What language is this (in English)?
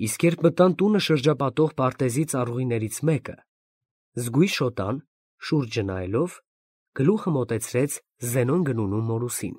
Armenian